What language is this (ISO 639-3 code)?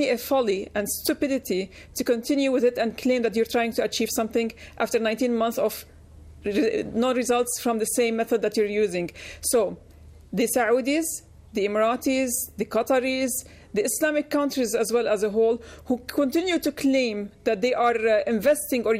eng